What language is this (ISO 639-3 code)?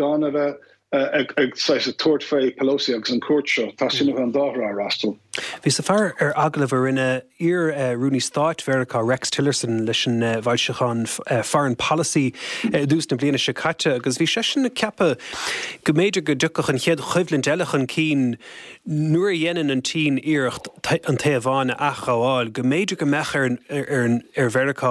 gle